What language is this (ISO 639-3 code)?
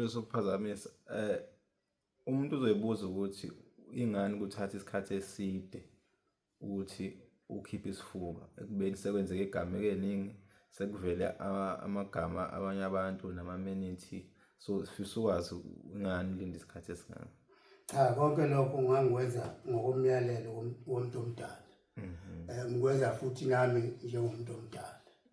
zul